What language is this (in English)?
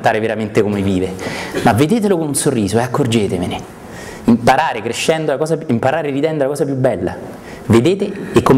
Italian